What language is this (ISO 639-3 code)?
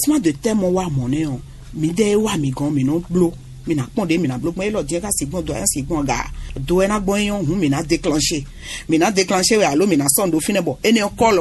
fon